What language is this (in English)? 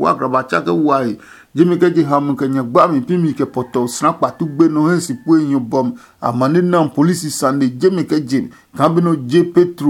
Adangme